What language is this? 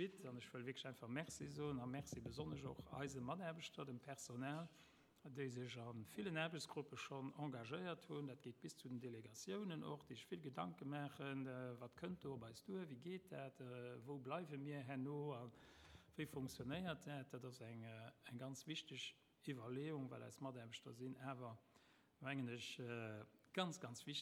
Luxembourgish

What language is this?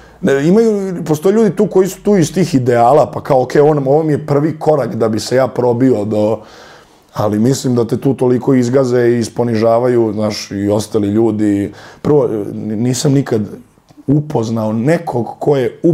Serbian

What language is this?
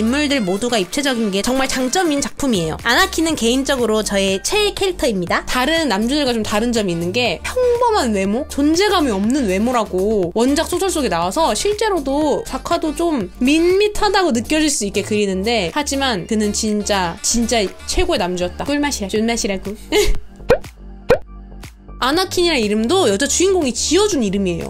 Korean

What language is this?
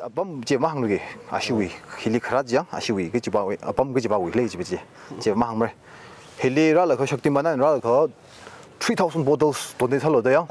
Tangkhul Naga (India)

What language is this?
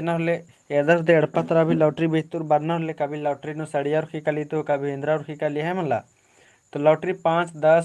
Kurukh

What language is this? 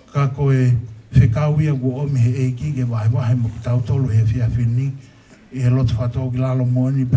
Tongan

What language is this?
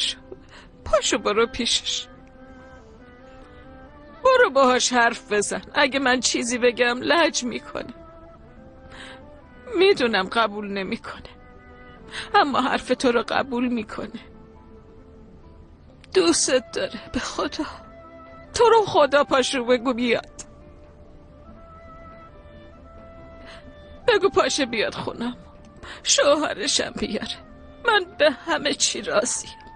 Persian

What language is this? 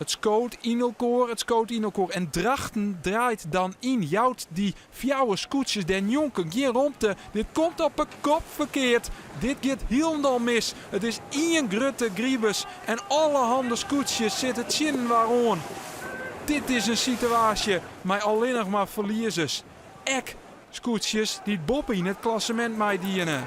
Western Frisian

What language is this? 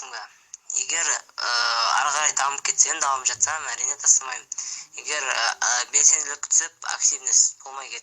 Kazakh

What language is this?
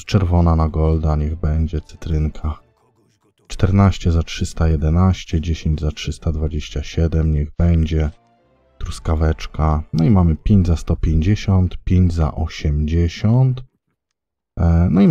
Polish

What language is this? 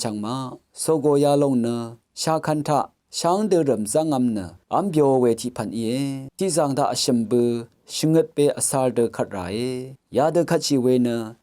Rawang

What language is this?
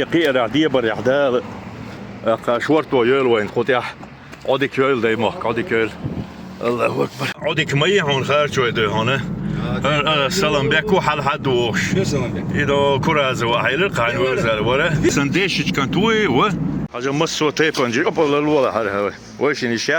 Chechen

